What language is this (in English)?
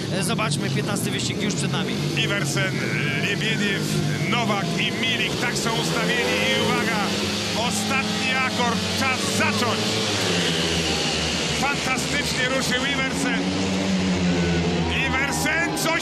Polish